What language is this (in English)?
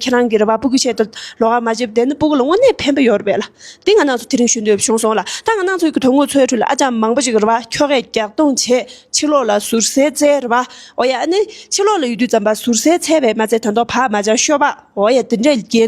Tibetan